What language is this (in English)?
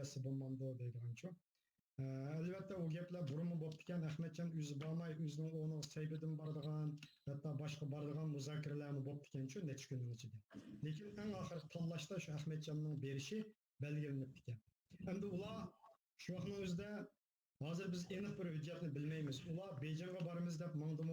Uyghur